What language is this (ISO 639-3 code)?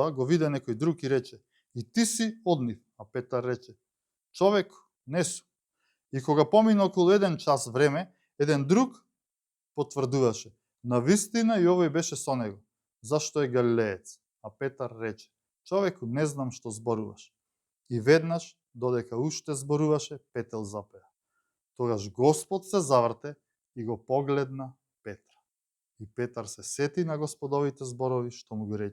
mkd